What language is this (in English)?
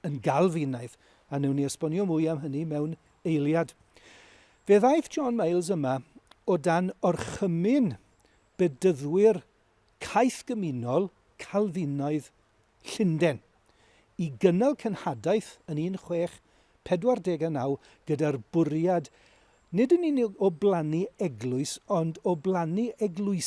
Welsh